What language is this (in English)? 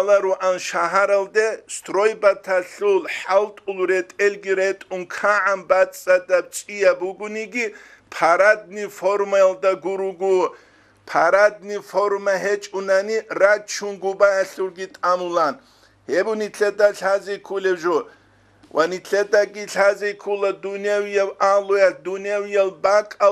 Avaric